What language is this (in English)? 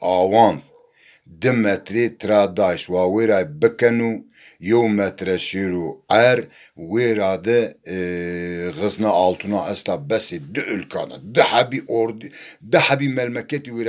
Zaza